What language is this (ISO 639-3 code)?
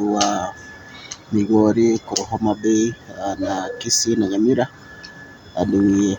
guz